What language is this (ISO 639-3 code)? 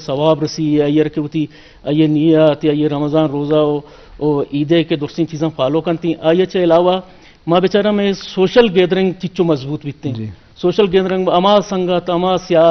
bgp